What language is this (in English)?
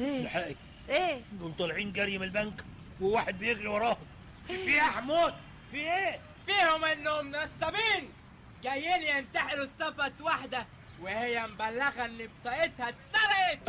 Egyptian Arabic